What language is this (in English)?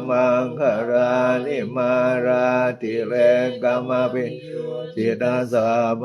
Pali